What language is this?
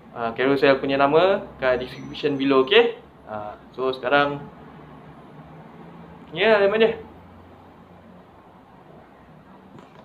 Malay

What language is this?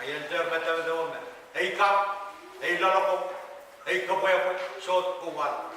Pohnpeian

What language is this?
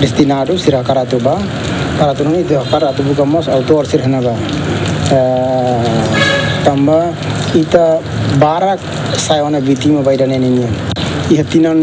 Tetum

